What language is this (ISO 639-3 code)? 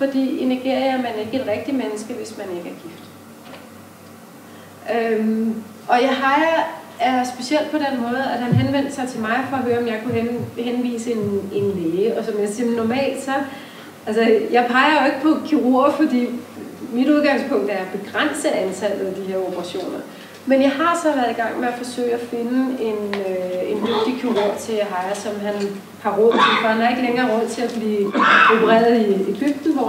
dan